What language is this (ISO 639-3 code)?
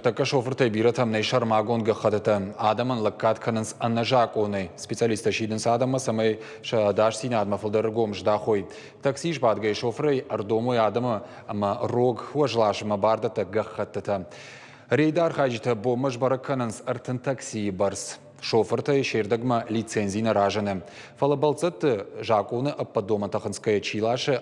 oss